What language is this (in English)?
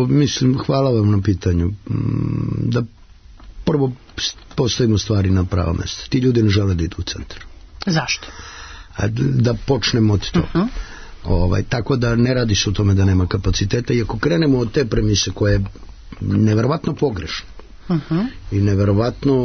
Serbian